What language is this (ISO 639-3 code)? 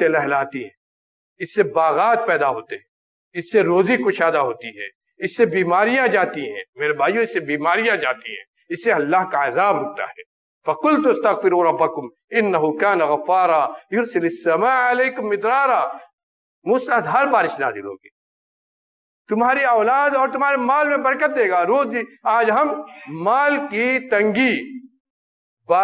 urd